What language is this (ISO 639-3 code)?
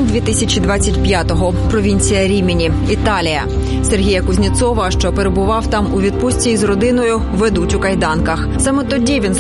ukr